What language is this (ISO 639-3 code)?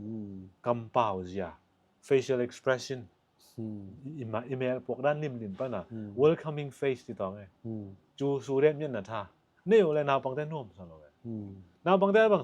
ctd